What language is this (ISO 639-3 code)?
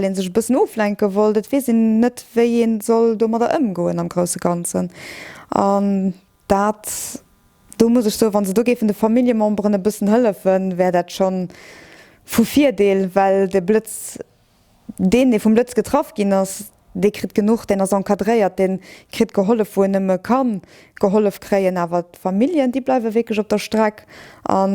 ltz